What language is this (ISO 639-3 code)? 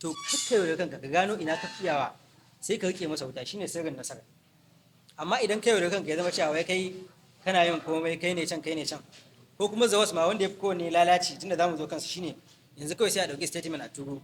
hau